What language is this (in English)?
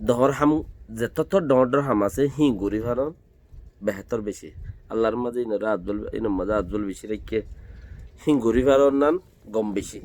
Rohingya